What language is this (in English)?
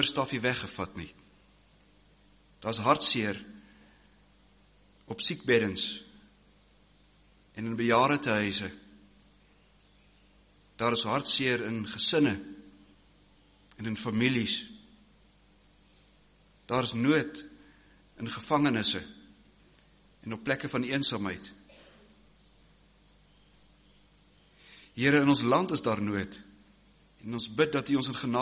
Afrikaans